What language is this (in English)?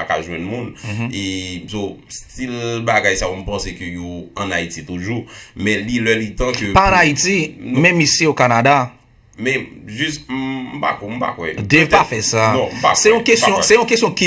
Haitian Creole